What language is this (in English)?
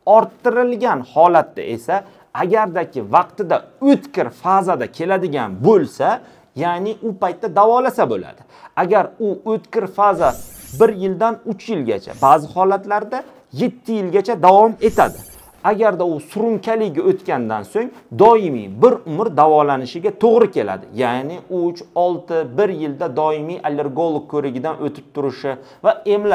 Uzbek